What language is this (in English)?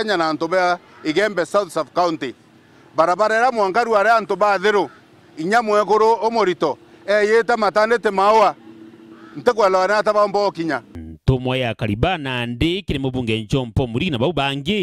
Meru